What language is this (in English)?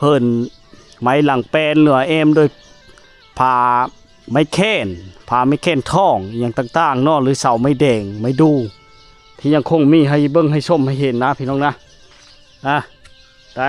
Lao